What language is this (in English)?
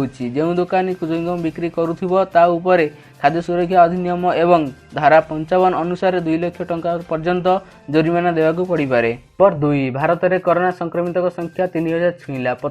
Odia